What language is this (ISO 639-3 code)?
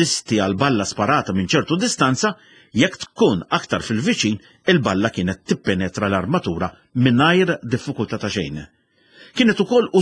mlt